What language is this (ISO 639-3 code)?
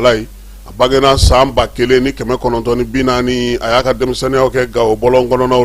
bam